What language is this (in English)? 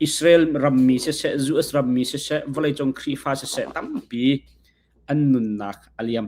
Hakha Chin